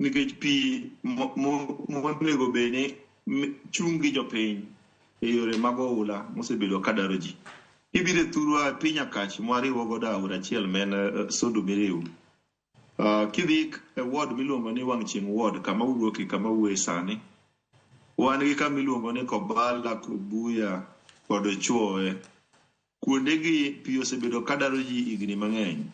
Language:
Luo (Kenya and Tanzania)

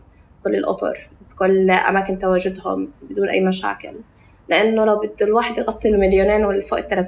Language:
North Levantine Arabic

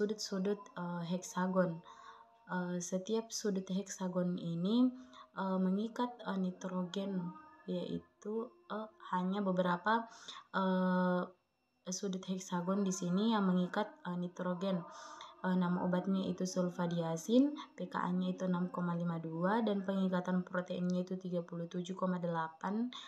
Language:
Indonesian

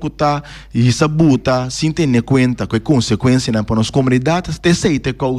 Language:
Papiamento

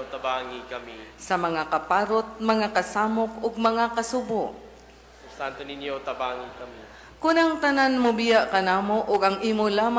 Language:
Cebuano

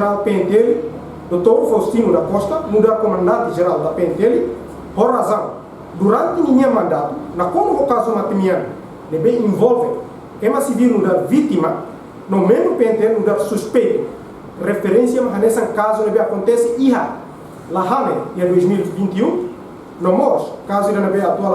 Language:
Tetum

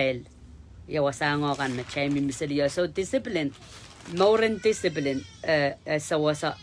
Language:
Pohnpeian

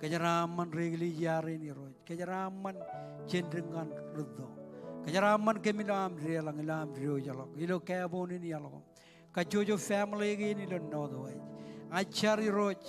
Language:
Marshallese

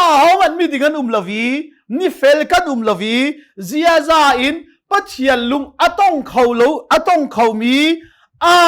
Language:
Hakha Chin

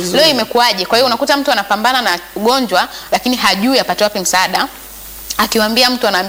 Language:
Swahili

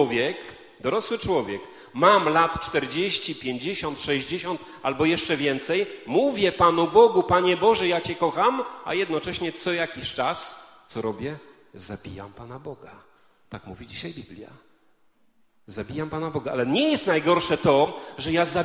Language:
Polish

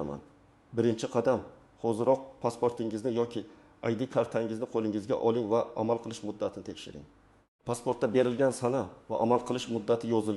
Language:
Uzbek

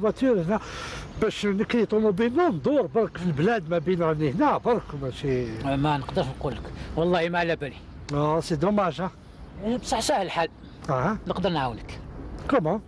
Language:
Algerian Arabic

